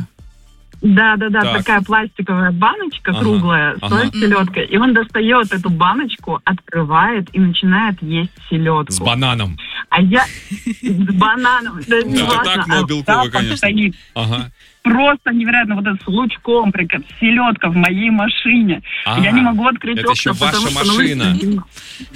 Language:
Russian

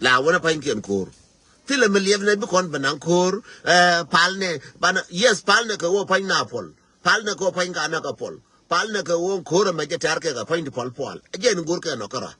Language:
Nuer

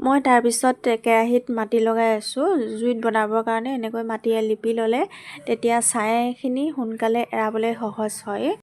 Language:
Assamese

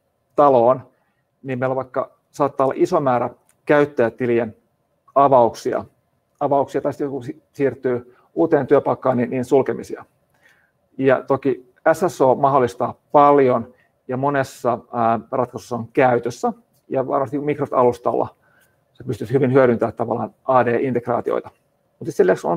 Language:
Finnish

